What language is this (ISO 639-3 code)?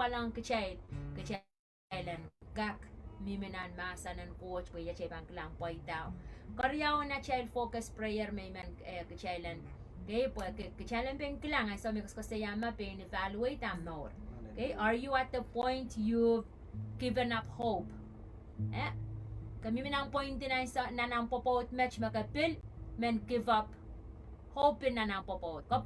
pon